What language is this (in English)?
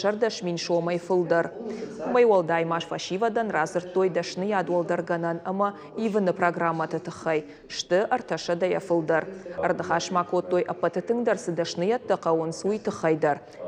Ossetic